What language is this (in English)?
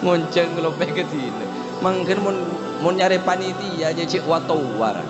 Madurese